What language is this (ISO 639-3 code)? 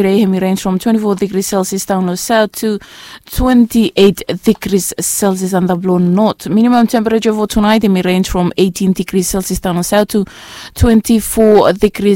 bis